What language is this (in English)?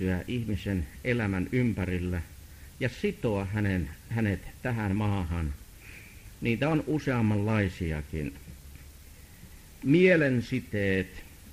Finnish